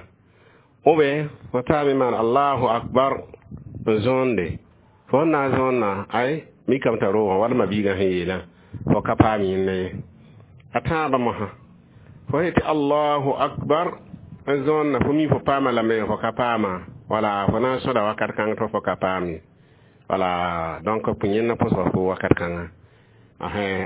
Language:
Mossi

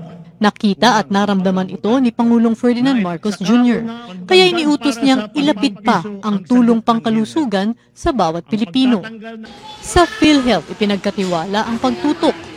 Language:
Filipino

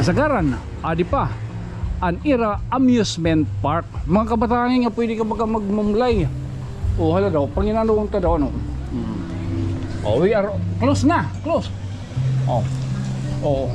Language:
Waray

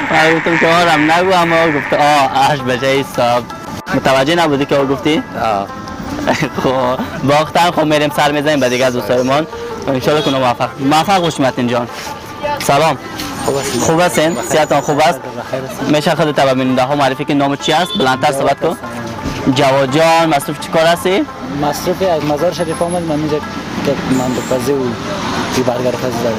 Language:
Persian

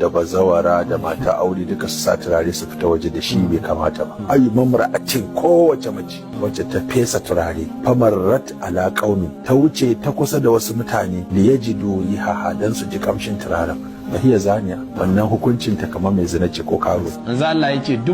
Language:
Hausa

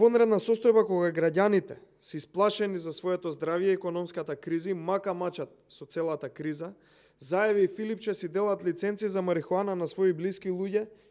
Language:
Macedonian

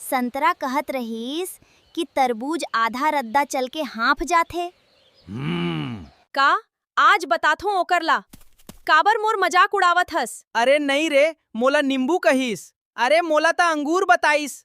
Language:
Chhattisgarhi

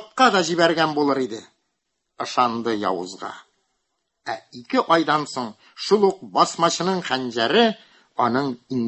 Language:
Tatar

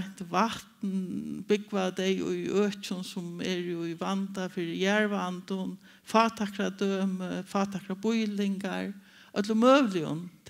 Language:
Faroese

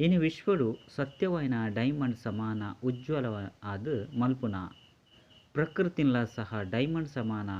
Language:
Tulu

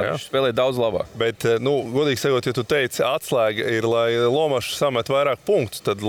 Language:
Latvian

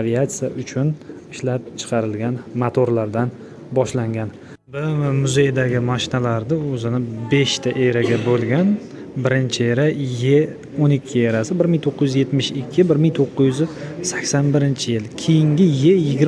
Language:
Uzbek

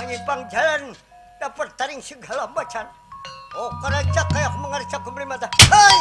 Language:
Banjar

